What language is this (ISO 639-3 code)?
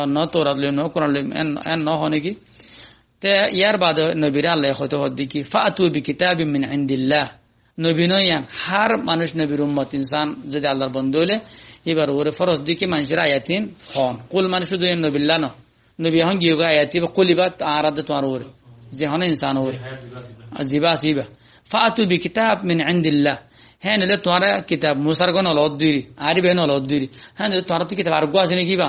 rhg